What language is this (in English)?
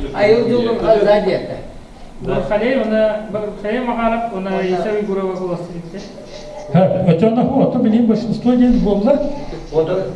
Yakut